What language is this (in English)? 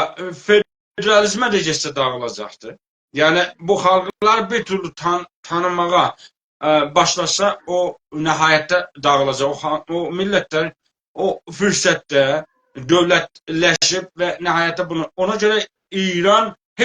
South Azerbaijani